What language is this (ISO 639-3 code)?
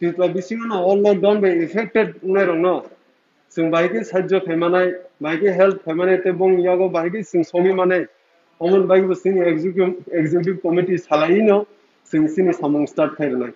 trp